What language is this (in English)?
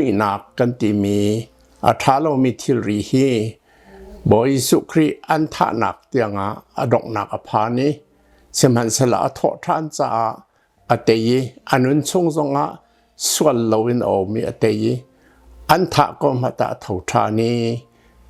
Hakha Chin